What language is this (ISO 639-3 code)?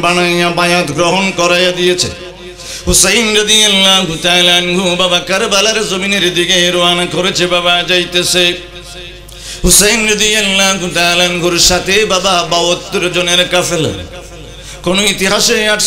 ben